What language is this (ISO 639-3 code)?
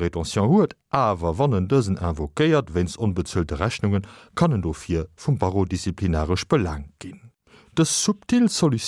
ltz